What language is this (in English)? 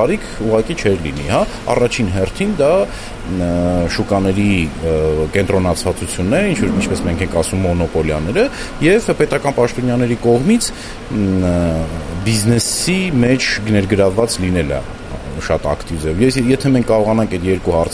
Armenian